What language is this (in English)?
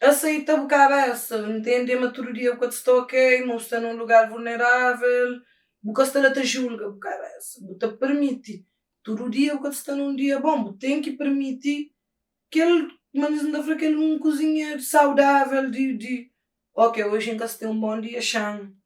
Kabuverdianu